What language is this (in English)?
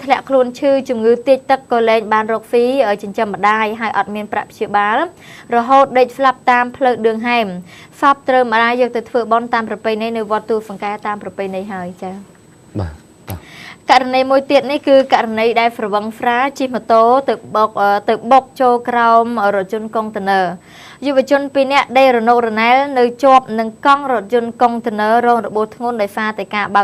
Khmer